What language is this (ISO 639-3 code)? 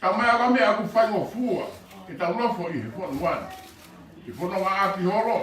ton